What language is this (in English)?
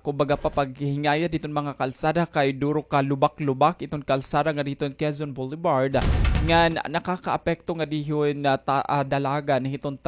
Waray